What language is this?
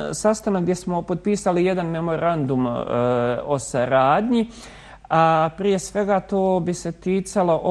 Bosnian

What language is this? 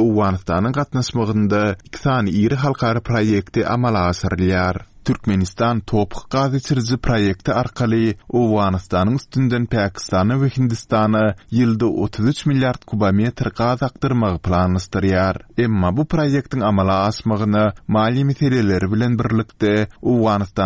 Turkmen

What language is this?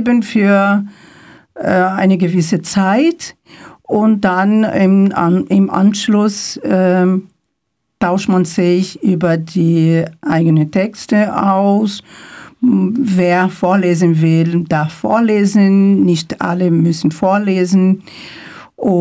German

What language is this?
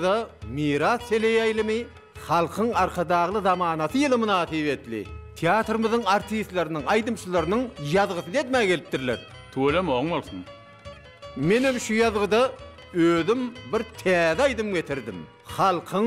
Turkmen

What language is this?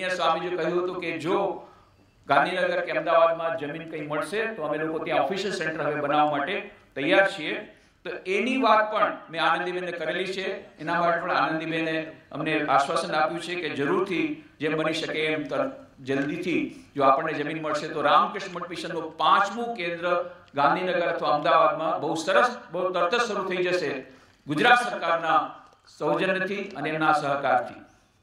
Gujarati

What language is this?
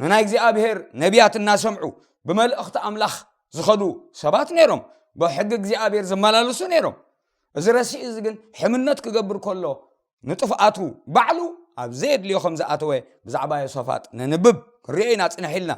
Tigrinya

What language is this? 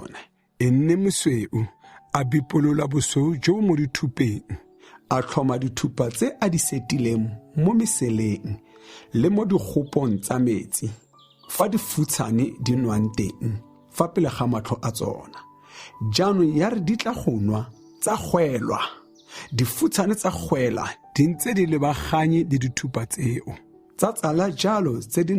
Tswana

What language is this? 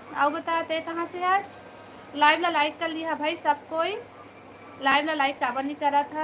Chhattisgarhi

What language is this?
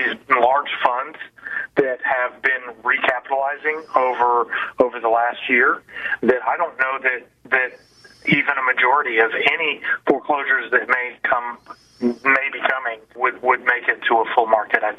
English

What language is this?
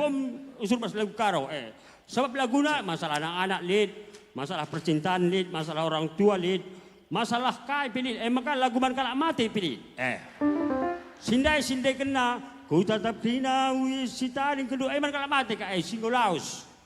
Batak Karo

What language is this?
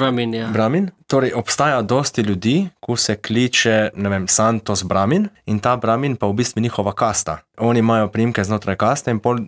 Slovenian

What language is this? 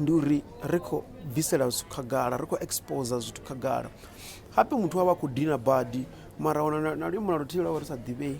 Venda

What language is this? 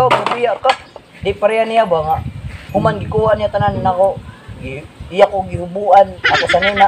Cebuano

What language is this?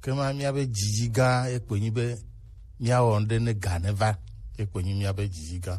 Gen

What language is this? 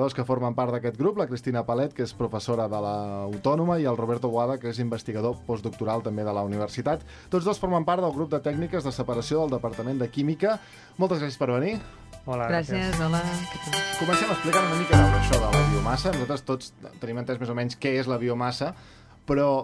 Catalan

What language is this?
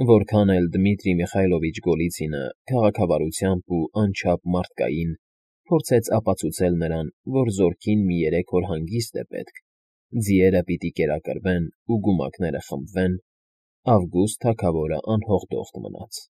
Armenian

